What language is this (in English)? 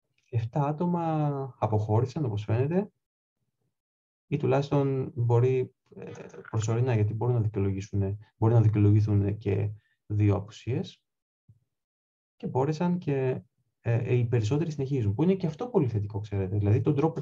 Greek